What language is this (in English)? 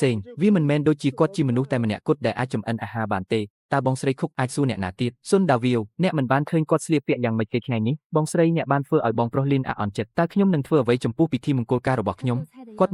Khmer